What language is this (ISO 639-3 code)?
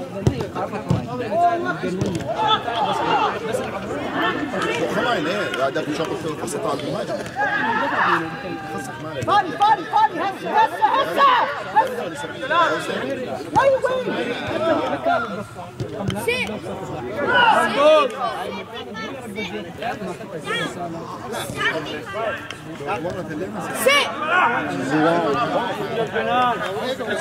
eng